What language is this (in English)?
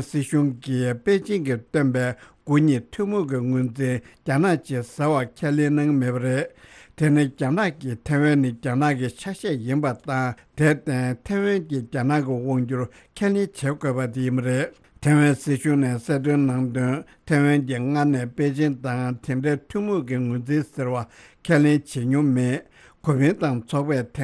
Tibetan